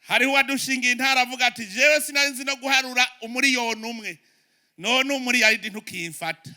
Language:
Rundi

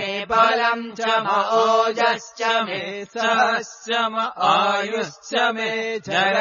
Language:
Sanskrit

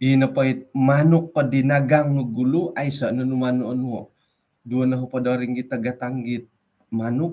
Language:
Central Dusun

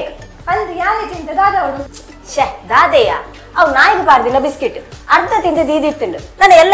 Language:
Tulu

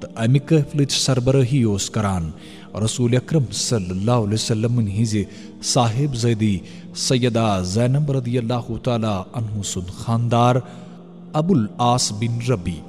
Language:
Kashmiri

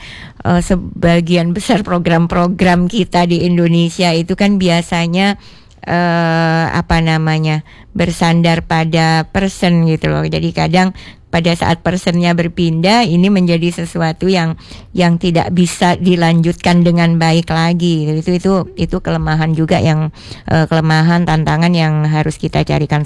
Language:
Indonesian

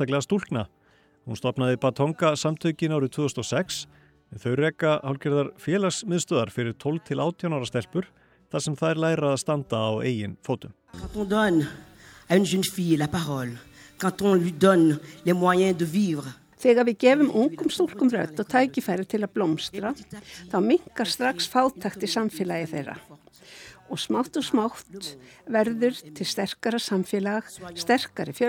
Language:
Icelandic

